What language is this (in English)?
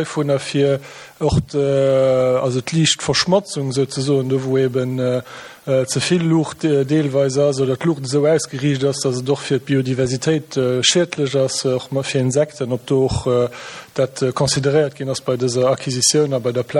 Luxembourgish